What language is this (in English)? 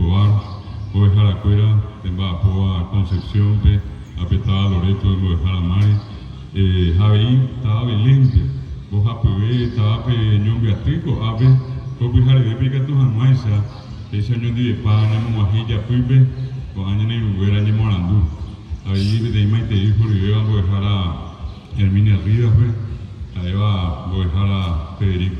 Guarani